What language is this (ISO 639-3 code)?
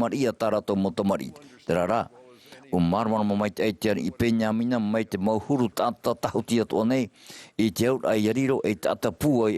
tah